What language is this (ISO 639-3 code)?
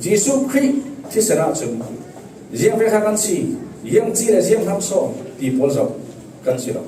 cfm